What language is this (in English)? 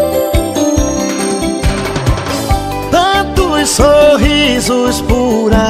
Portuguese